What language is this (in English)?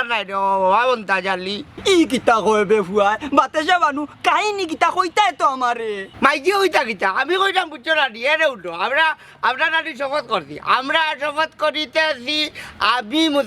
Sylheti